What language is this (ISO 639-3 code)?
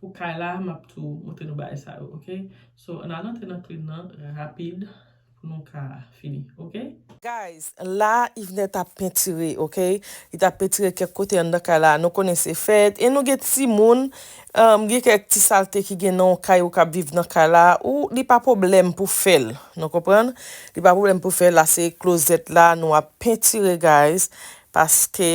hat